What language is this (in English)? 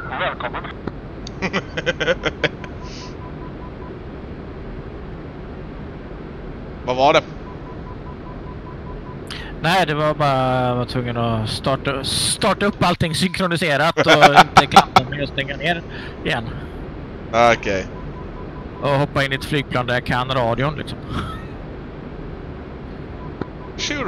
Swedish